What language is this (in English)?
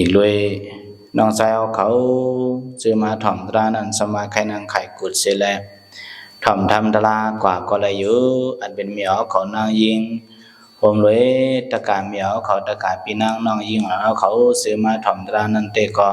Shan